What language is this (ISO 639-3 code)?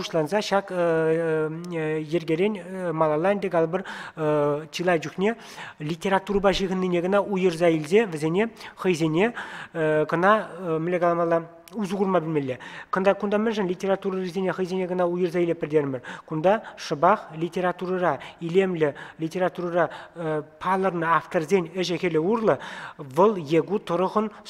chv